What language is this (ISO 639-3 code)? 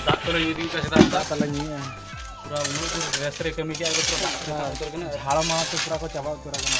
sat